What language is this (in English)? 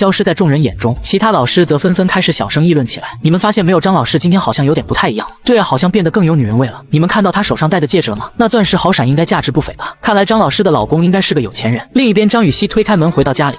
Chinese